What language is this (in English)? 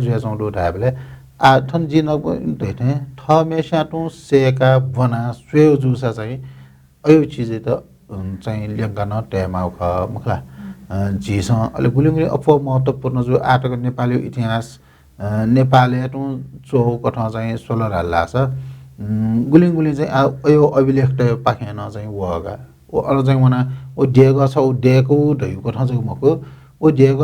Newari